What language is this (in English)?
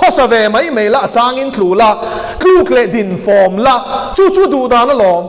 Mizo